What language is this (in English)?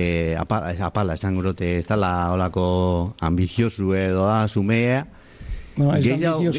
Basque